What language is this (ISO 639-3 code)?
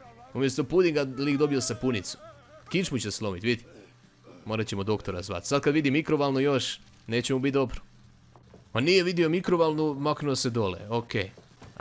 hrv